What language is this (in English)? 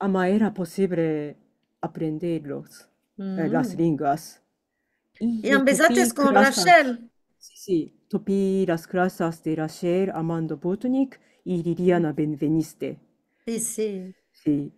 Ladino